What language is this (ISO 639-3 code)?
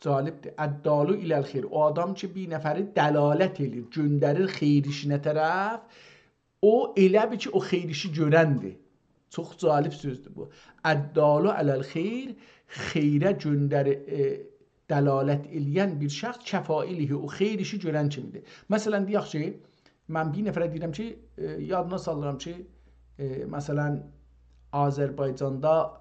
azb